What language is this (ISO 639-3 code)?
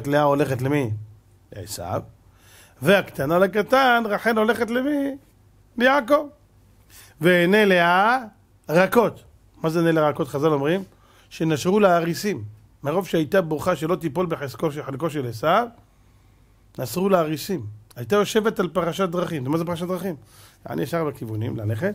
heb